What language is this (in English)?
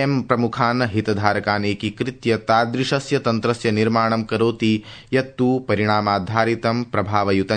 Sanskrit